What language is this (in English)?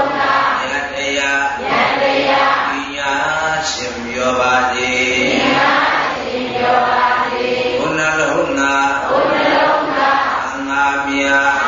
Burmese